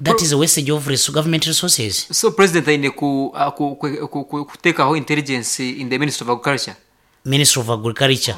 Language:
Nyankole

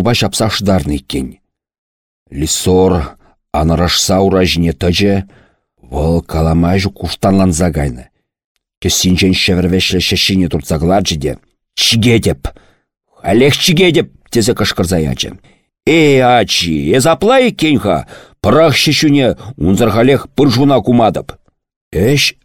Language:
Chuvash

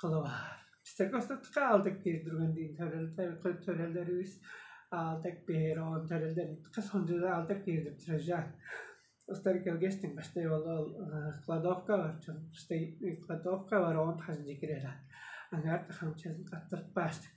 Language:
Tuvinian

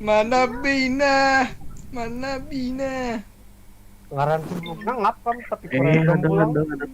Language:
Banjar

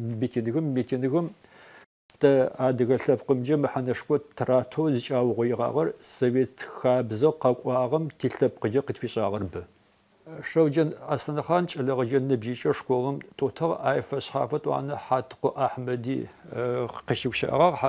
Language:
Adyghe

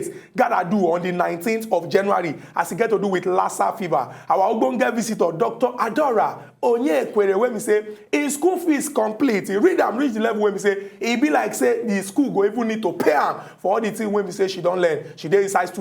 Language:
Nigerian Pidgin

